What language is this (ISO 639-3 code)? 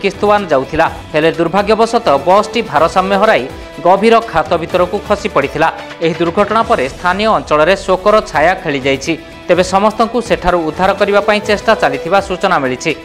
ori